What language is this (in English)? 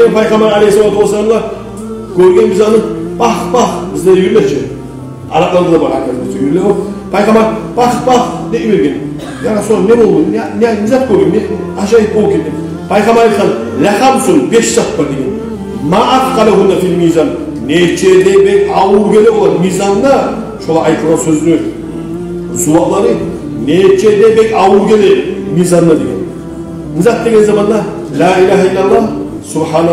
Kumyk